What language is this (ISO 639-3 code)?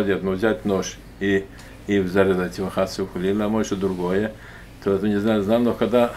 heb